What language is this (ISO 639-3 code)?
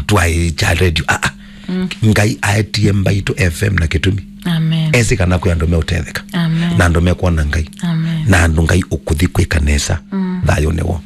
kam